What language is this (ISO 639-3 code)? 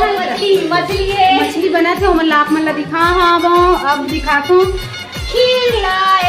hne